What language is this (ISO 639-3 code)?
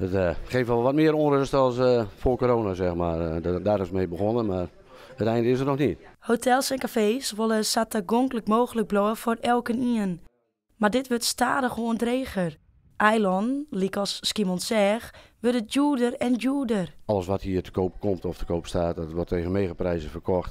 fry